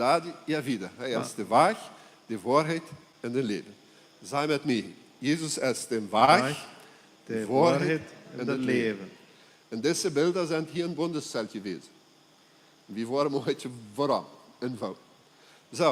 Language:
Plautdietsch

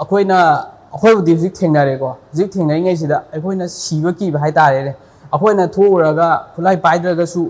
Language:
Manipuri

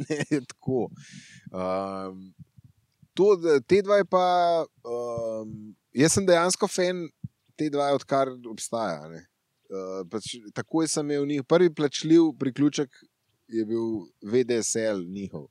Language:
Slovenian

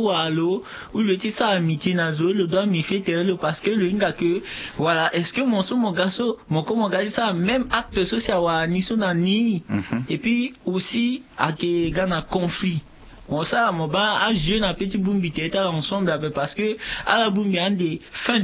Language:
Sango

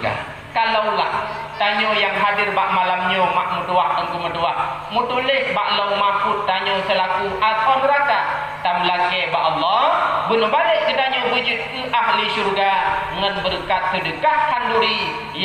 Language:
Achinese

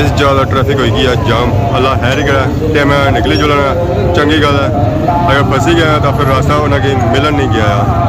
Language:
Pahari-Potwari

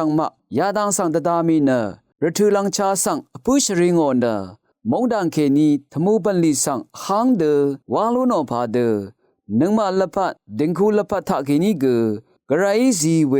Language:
Rawang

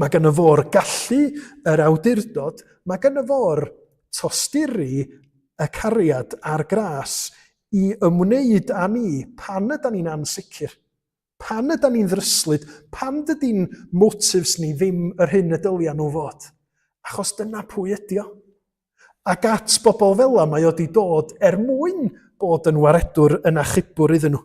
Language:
Welsh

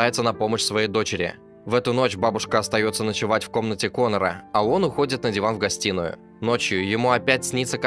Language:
Russian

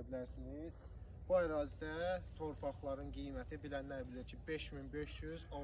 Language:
Azerbaijani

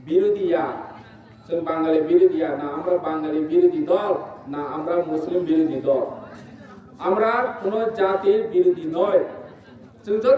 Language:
Kok Borok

